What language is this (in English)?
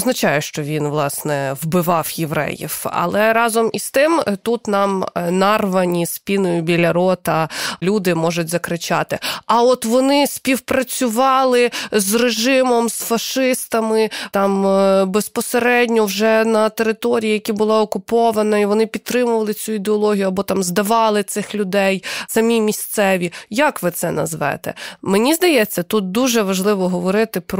Ukrainian